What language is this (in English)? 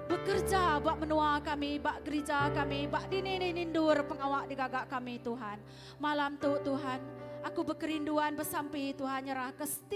Iban